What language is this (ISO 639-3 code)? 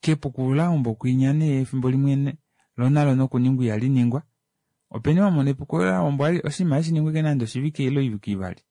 kua